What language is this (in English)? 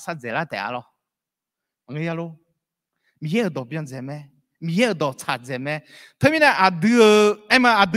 Akha